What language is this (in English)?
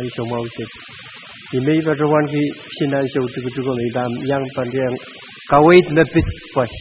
Pohnpeian